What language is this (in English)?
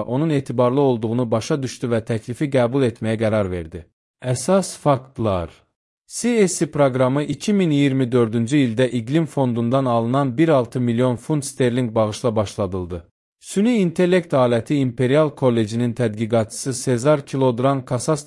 Azerbaijani